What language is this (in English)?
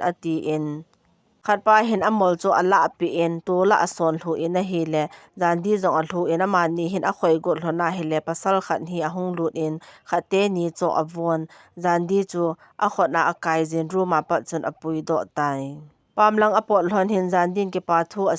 Thado Chin